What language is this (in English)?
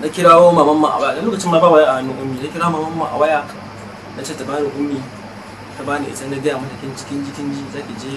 Hausa